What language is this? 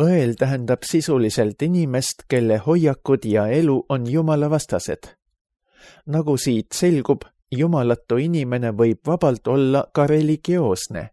Estonian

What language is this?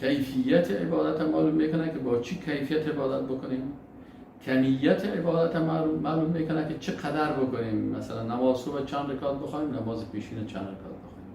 Persian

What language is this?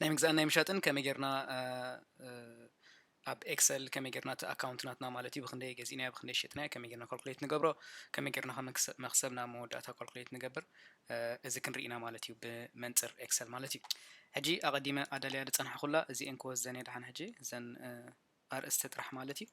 Tigrinya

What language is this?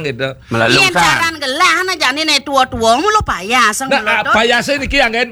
Balinese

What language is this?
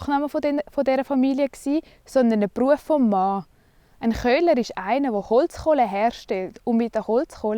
Swiss German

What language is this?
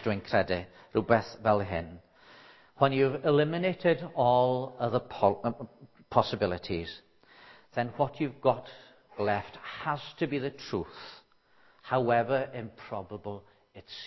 Welsh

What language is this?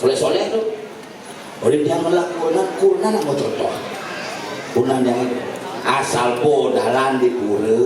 Balinese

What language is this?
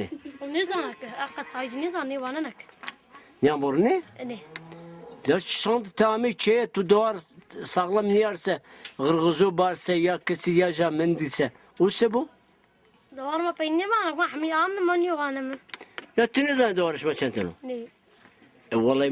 Zaza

